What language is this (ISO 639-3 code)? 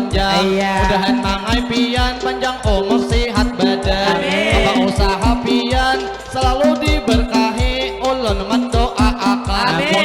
bjn